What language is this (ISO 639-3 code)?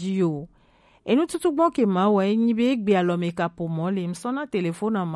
gej